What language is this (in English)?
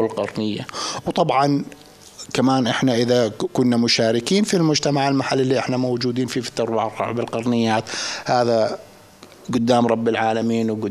North Levantine Arabic